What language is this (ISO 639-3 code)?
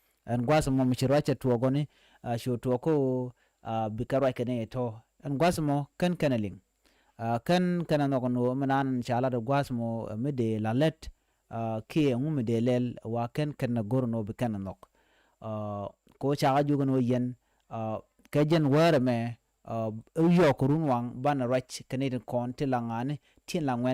nus